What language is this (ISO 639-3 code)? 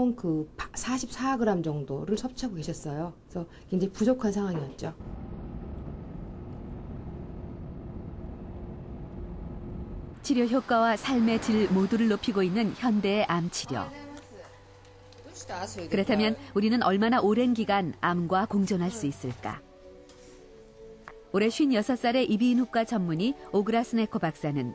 kor